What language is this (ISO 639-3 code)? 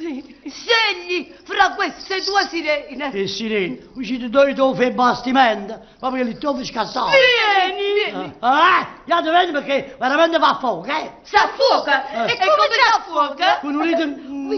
nap